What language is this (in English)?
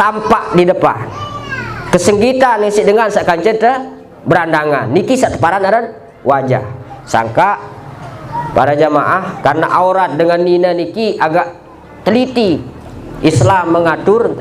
Sasak